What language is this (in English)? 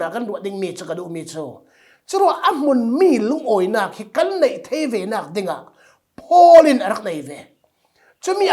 Falam Chin